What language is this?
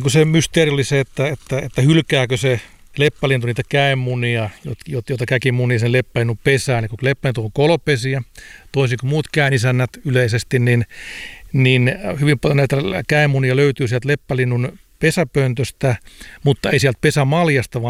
Finnish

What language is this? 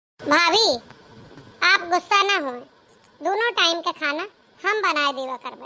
Awadhi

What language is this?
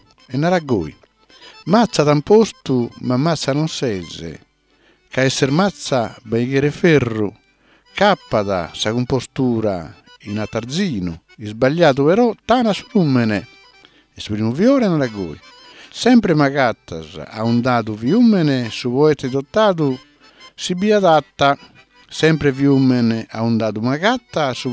Sardinian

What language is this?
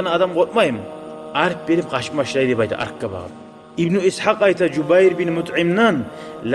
Kumyk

